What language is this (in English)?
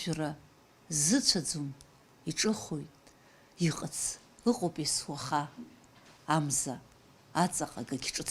Abkhazian